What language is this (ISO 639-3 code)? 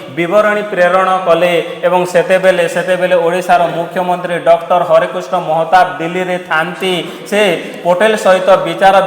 ori